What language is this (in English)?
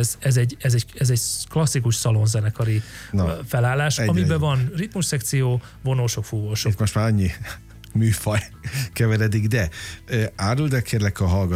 Hungarian